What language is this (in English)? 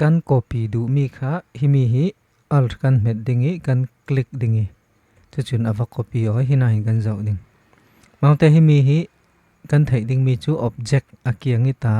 Falam Chin